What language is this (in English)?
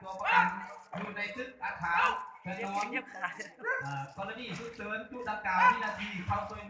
Lao